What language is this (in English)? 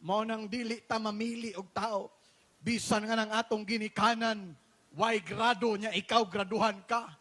Cebuano